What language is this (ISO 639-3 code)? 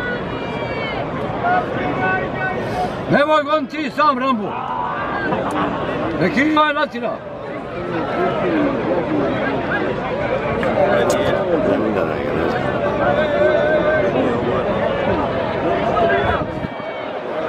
hrv